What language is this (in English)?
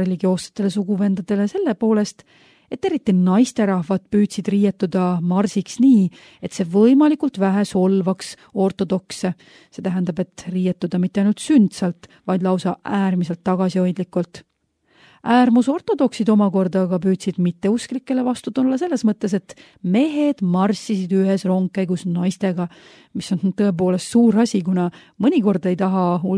Estonian